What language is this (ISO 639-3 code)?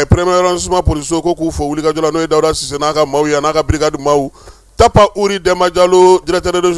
bam